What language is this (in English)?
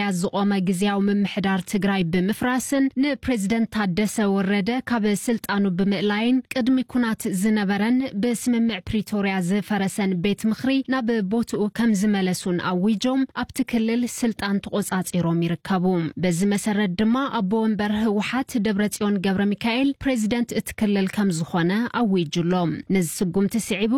Tigrinya